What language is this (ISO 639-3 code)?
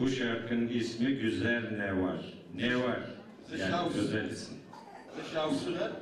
ady